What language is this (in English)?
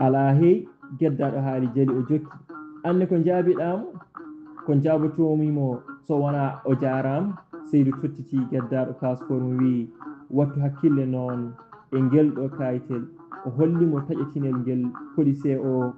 Fula